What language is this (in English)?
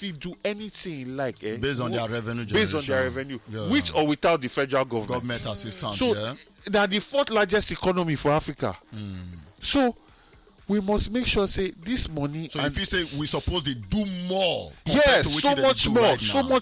Nigerian Pidgin